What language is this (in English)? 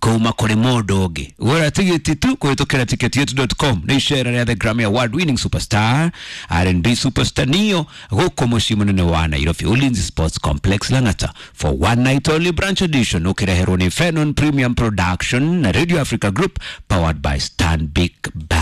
Kikuyu